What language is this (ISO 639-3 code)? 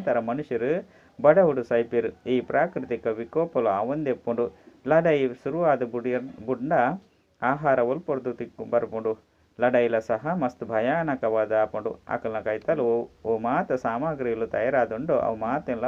tcy